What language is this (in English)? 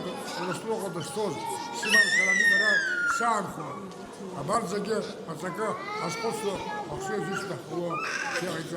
Abkhazian